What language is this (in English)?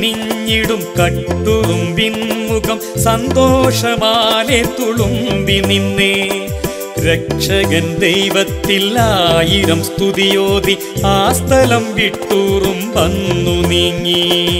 Malayalam